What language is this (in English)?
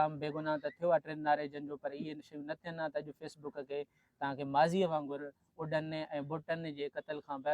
Sindhi